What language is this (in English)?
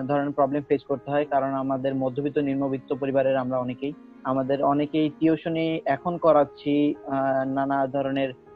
Bangla